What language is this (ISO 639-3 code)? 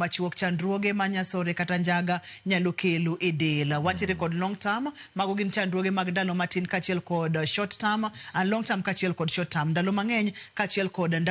luo